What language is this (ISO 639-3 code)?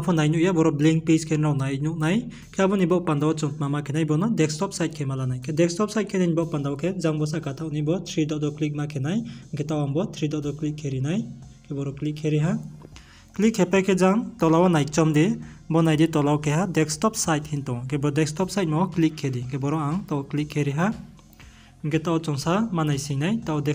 ria